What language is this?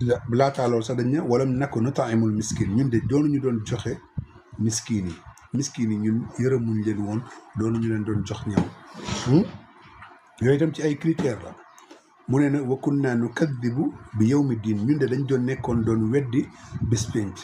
Wolof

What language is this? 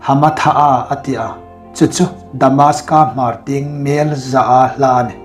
Hmar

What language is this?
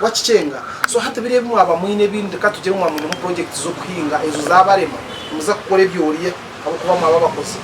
Nyankole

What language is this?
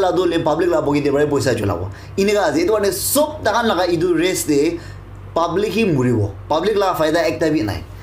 Naga Pidgin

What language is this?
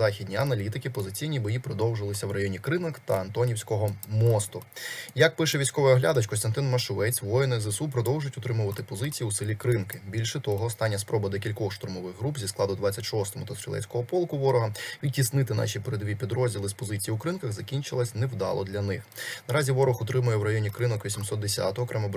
Ukrainian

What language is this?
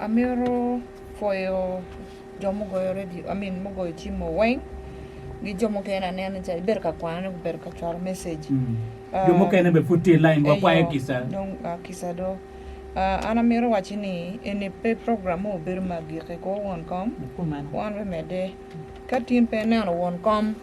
Acoli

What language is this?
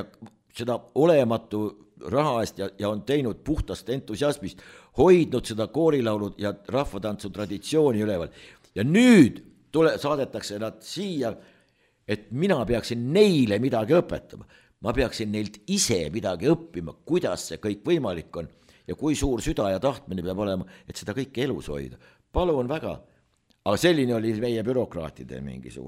Estonian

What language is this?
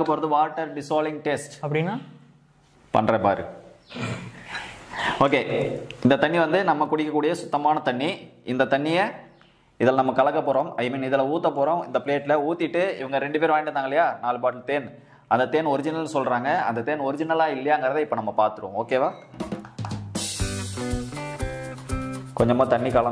Tamil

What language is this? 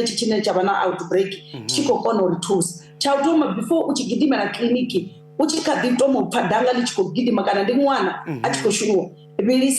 Venda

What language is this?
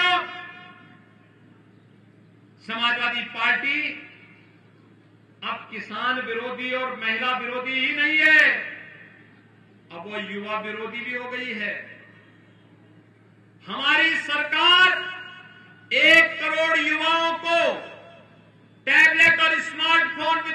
Hindi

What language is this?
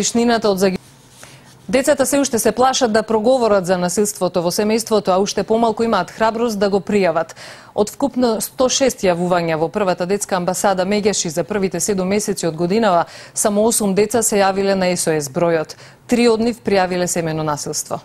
Macedonian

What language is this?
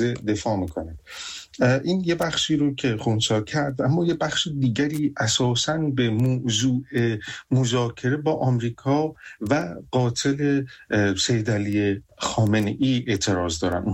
Persian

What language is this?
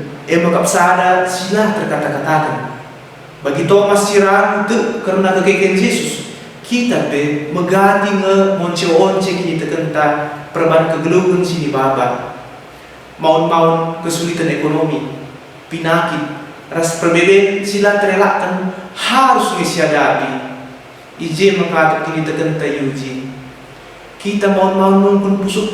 Batak Karo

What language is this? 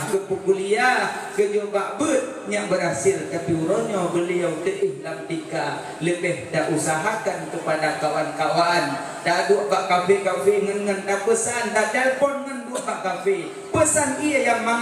Achinese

